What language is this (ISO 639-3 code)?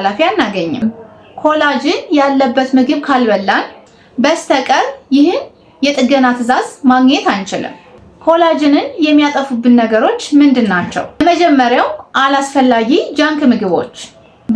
amh